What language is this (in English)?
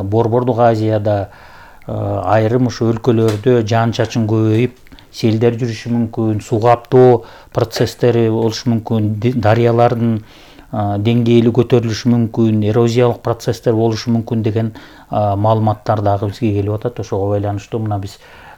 Kyrgyz